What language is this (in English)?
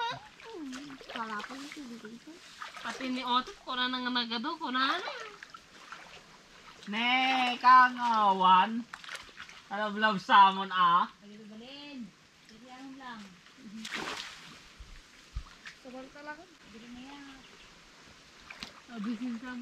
Filipino